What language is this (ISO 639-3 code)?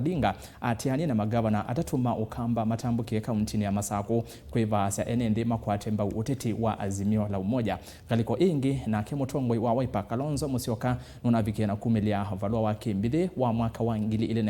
kam